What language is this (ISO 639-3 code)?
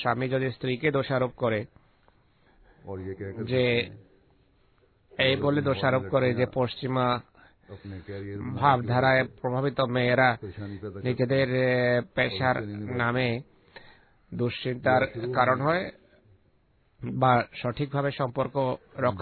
ben